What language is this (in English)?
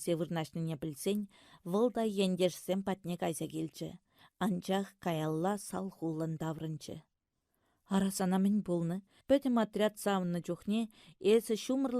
Chuvash